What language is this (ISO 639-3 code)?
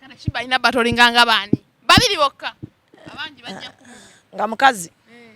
lug